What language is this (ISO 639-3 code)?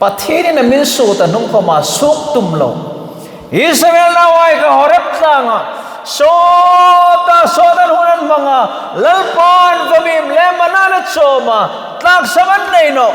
hmr